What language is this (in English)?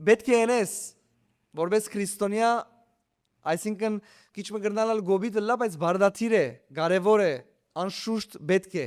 Western Armenian